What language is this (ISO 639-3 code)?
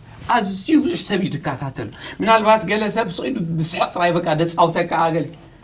tir